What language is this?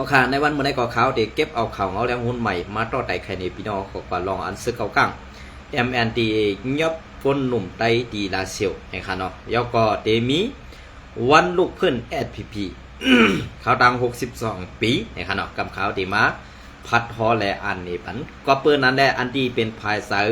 Shan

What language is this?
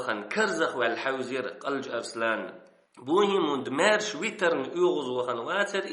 Chechen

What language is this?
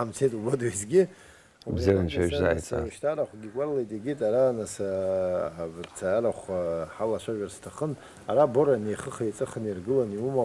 Abkhazian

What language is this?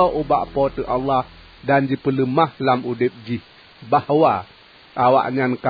Achinese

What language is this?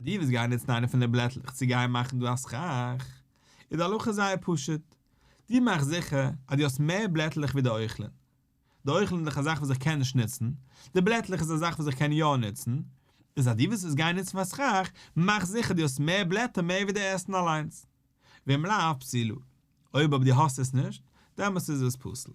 Yiddish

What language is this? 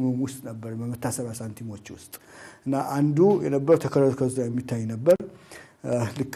Amharic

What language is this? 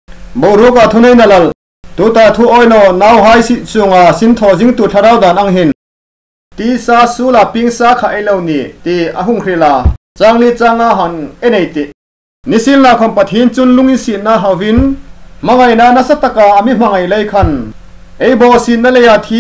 Hmar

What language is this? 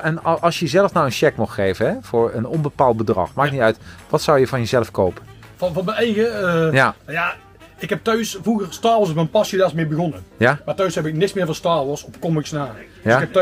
Dutch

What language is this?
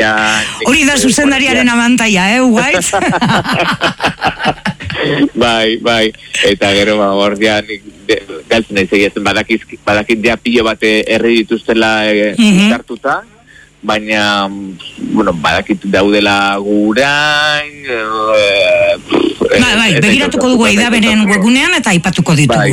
Basque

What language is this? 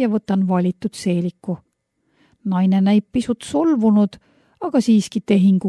Estonian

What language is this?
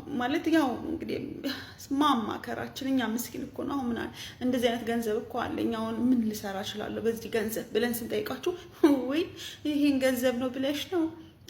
Amharic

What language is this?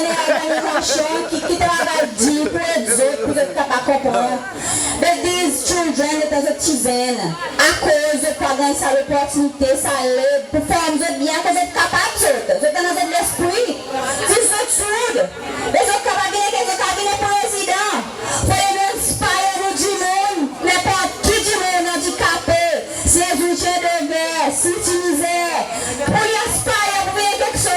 Seselwa Creole French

